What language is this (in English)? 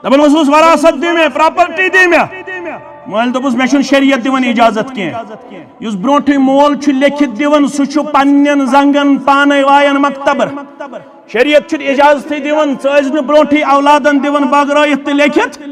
Kashmiri